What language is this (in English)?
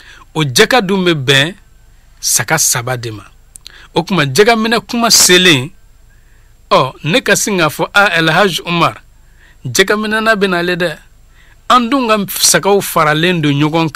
Bambara